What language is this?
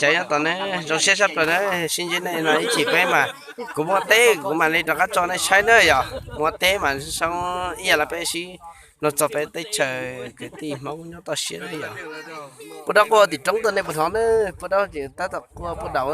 Hmong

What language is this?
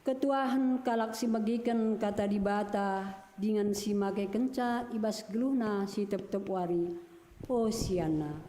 Batak Karo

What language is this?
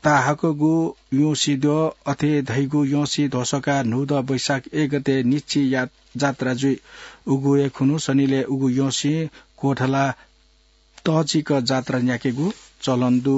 Newari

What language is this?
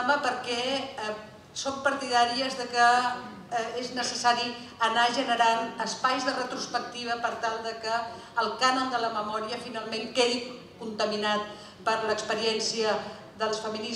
Catalan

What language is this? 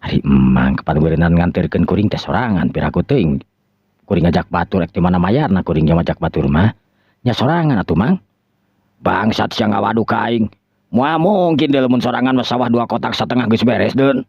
Sundanese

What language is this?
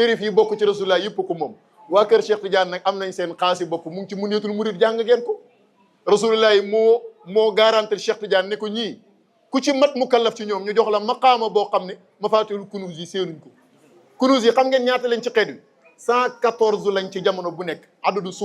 Wolof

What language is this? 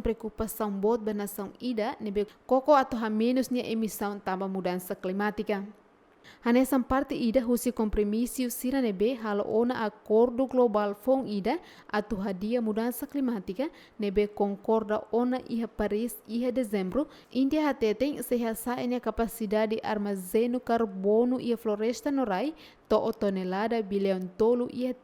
Tetum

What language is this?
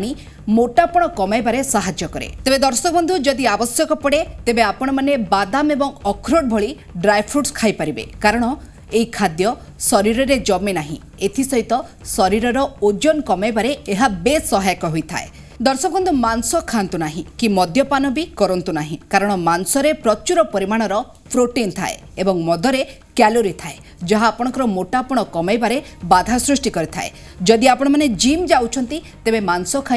Odia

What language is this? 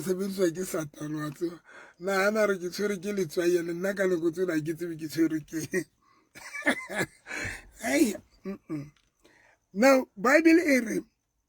Southern Sotho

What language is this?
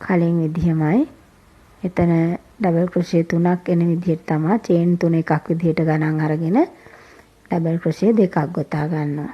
Sinhala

